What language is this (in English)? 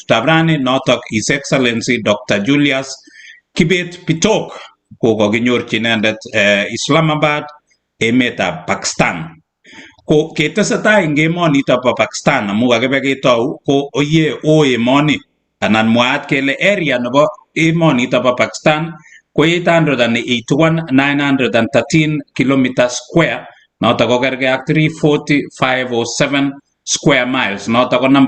Kalenjin